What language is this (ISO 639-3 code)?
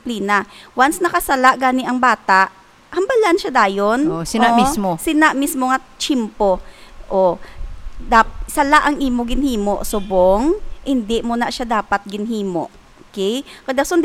hil